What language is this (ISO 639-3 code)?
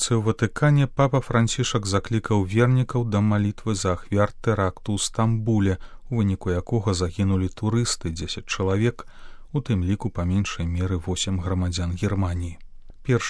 bel